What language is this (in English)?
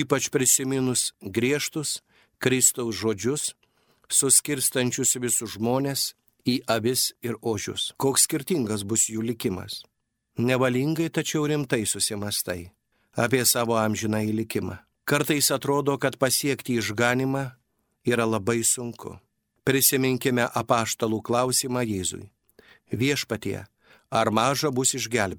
Lithuanian